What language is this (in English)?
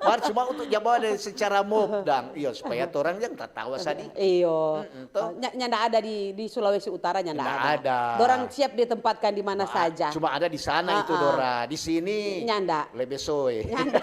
Manado Malay